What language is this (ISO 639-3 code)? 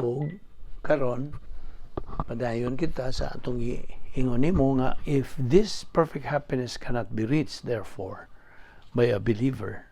ceb